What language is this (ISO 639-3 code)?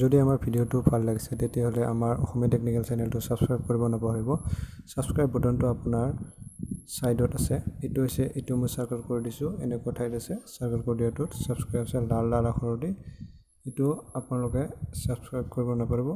asm